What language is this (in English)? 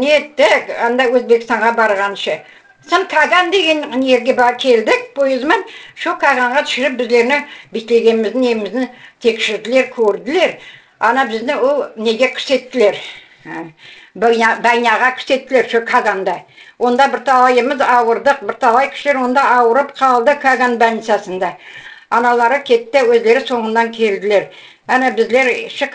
Crimean Tatar